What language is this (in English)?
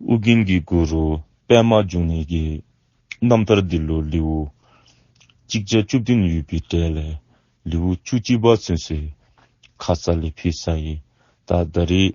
Dzongkha